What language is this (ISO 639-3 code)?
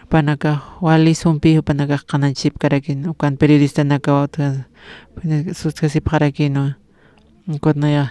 aym